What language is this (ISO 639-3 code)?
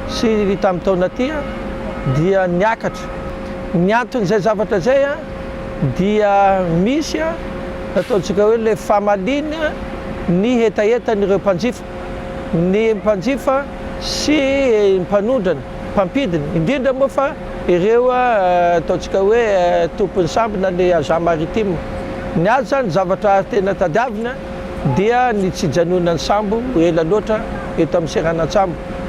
mlg